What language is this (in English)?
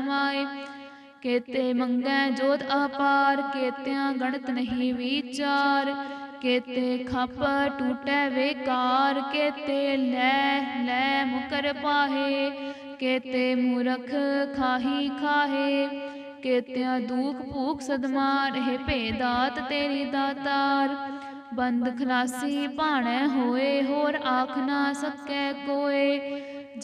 Punjabi